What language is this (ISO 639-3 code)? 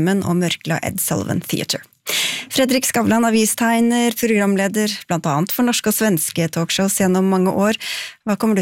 nor